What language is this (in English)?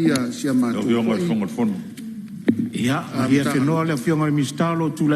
Samoan